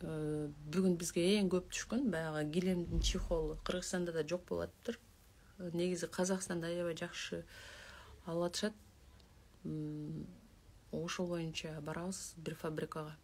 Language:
Kyrgyz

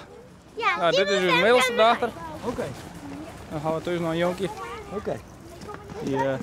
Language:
Western Frisian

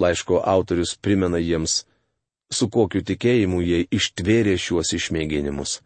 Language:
Lithuanian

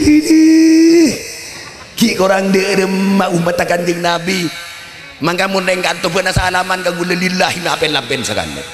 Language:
Madurese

